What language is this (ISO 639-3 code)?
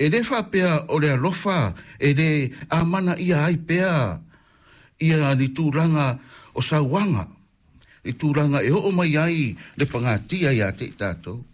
smo